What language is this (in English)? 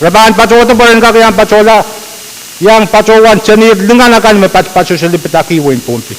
Pohnpeian